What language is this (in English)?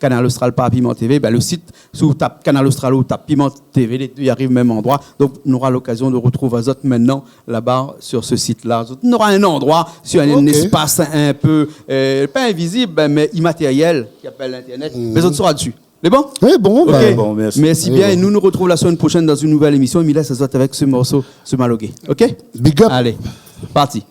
Réunion Creole French